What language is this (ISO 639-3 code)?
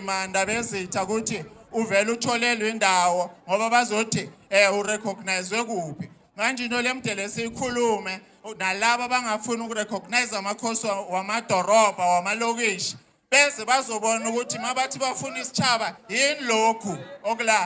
zul